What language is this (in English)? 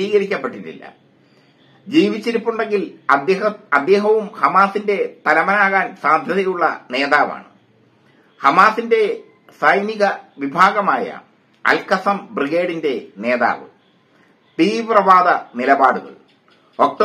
Malayalam